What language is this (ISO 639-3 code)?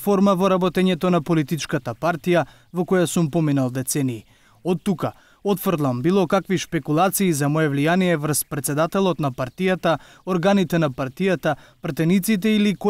mkd